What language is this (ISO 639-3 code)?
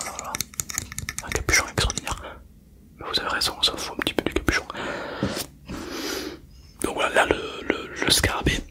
fra